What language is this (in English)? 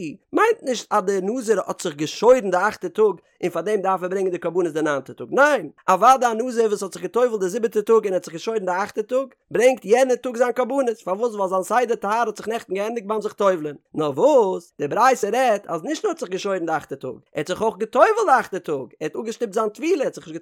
Yiddish